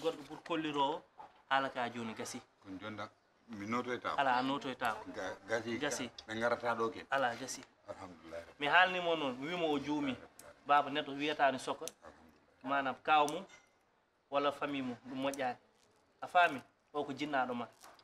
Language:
Fula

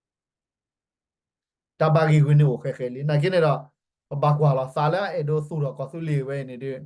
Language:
S'gaw Karen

